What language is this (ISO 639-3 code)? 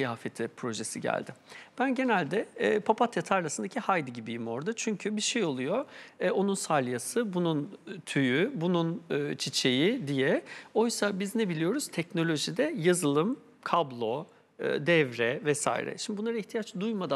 tur